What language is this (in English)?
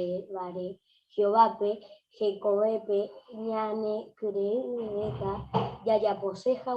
Guarani